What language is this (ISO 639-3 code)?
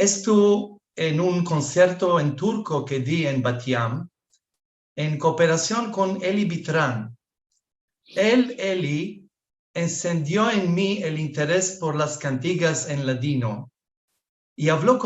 lad